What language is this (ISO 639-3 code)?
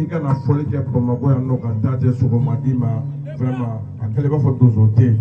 bam